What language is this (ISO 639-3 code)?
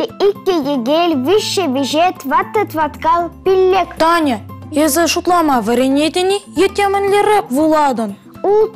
chv